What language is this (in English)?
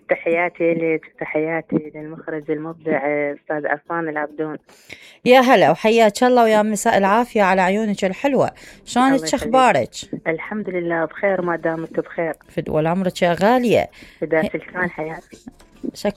Mesopotamian Arabic